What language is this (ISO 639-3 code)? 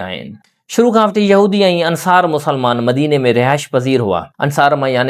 snd